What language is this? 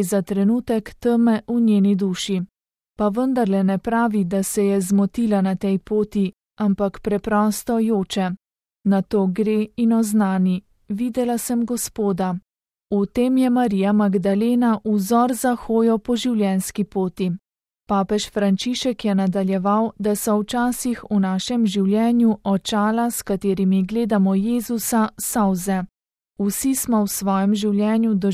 Slovenian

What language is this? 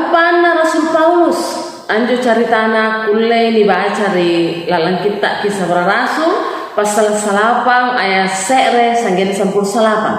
Makasar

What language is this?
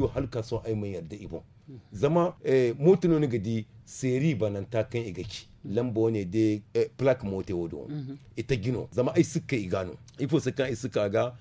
Zarma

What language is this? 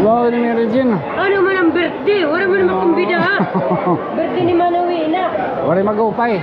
Waray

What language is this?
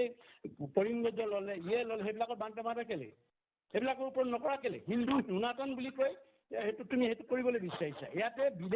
Assamese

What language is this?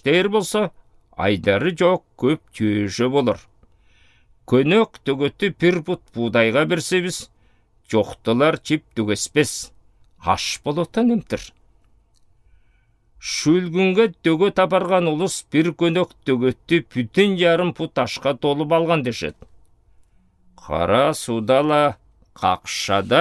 Southern Altai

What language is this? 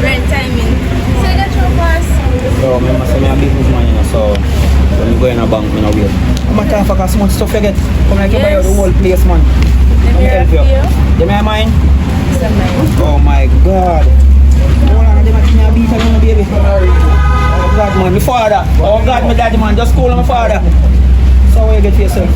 Jamaican Creole English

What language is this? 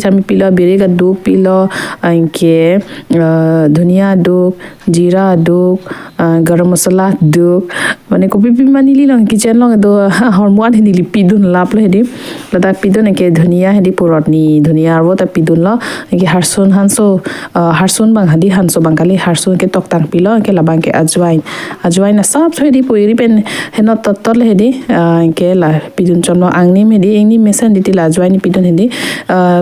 Karbi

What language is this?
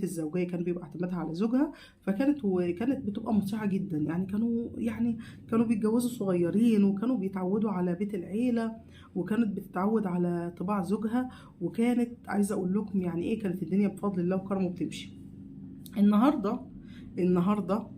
Egyptian Arabic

